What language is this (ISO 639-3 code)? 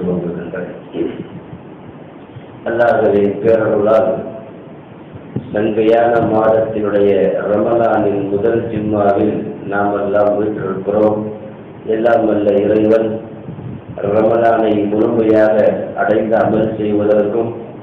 tam